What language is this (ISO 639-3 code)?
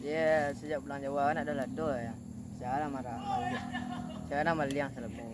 min